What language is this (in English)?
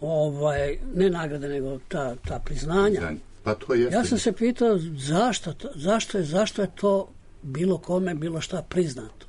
Serbian